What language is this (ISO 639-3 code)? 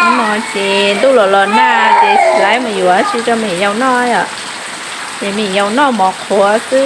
hmn